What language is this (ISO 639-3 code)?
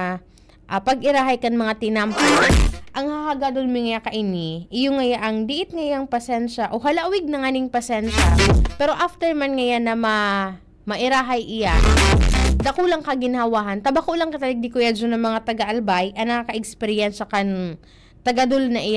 bik